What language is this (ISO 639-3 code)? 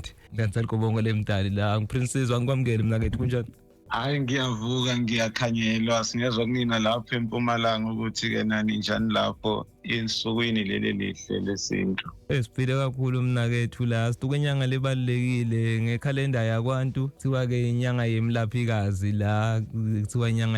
zul